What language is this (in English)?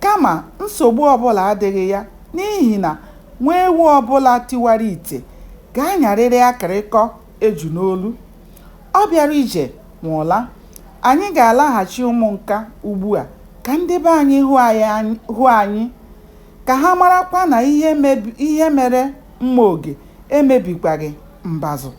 Igbo